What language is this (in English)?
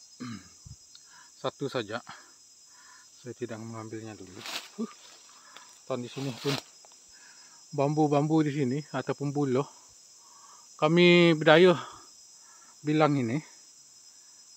Malay